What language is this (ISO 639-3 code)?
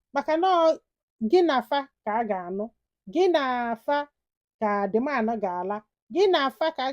ibo